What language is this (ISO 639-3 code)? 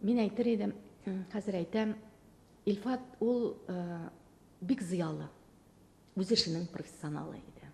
tat